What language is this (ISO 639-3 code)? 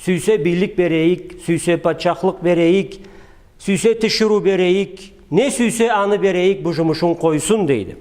krc